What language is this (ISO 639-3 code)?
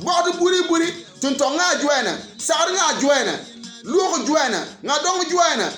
bim